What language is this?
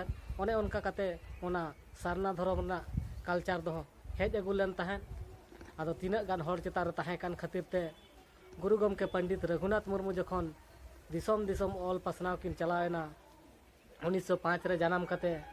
Santali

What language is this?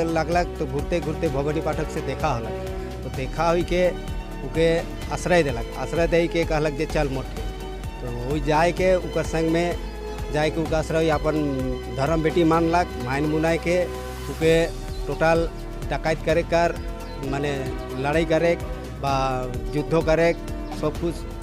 Sadri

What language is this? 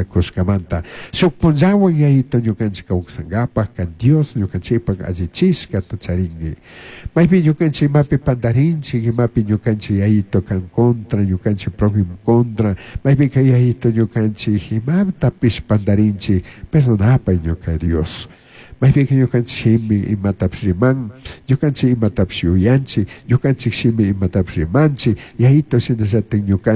Chimborazo Highland Quichua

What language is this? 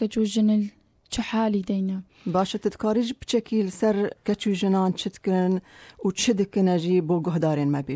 Kurdish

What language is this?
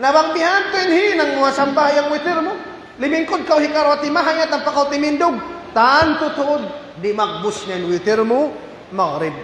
Tausug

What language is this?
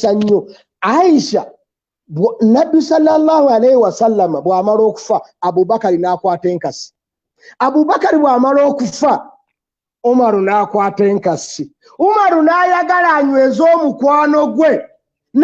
Ganda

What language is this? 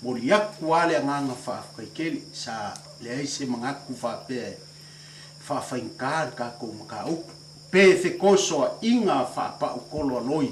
Samoan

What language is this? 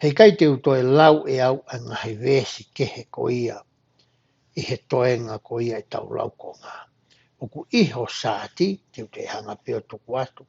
Tongan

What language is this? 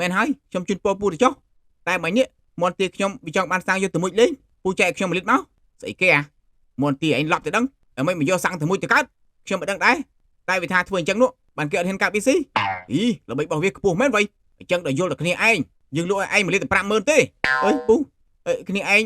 Khmer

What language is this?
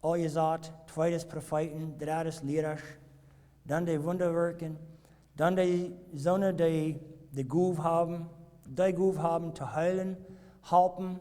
Plautdietsch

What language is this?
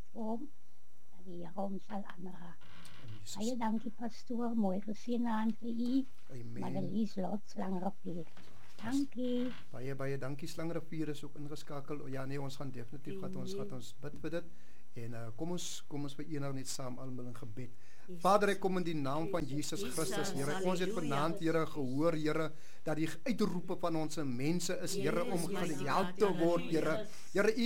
Afrikaans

